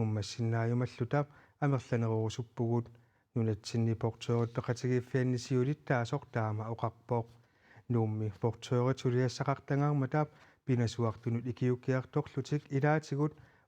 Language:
Kalaallisut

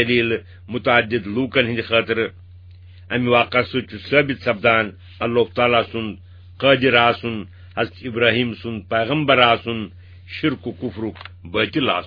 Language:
Kashmiri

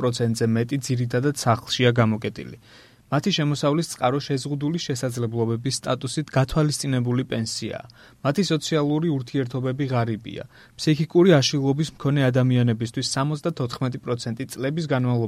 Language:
Georgian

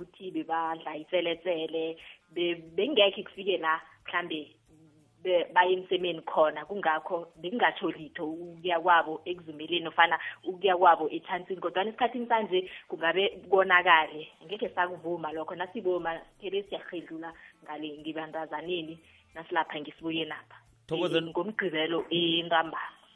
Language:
South Ndebele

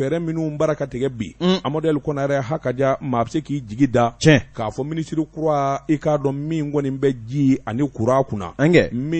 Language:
Bambara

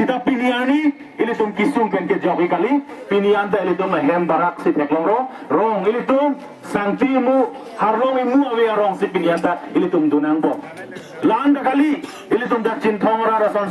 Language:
Karbi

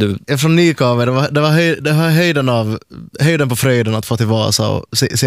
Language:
Swedish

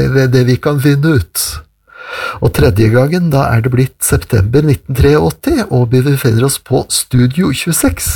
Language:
Norwegian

